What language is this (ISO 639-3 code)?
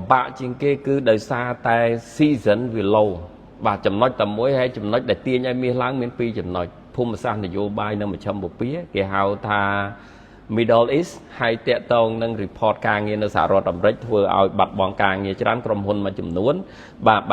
khm